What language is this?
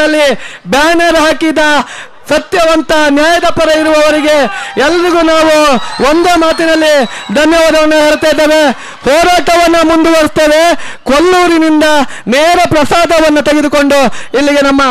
Kannada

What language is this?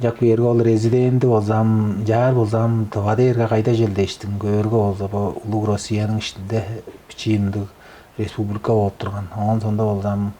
Tuvinian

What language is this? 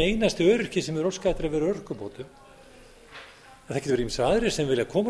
Icelandic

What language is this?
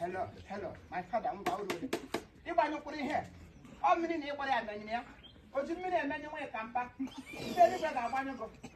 Igbo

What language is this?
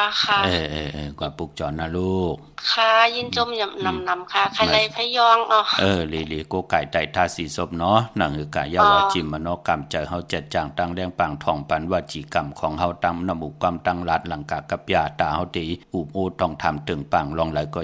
Shan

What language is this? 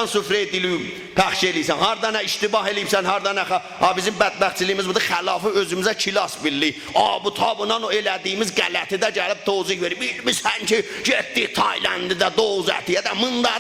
South Azerbaijani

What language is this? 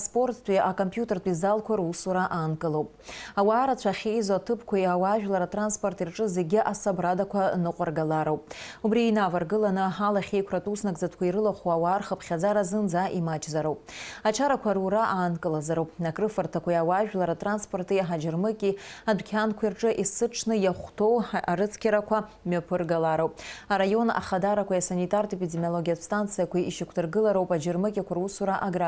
Abkhazian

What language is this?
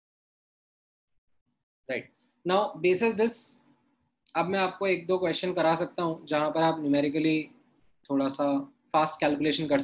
Hindi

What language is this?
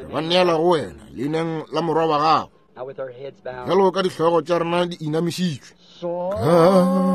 Northern Sotho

